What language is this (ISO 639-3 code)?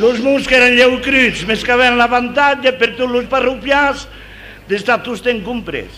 oci